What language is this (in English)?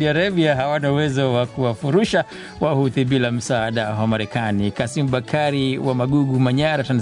Swahili